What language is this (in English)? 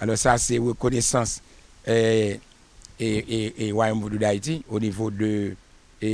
Haitian Creole